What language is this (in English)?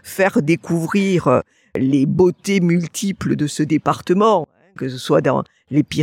French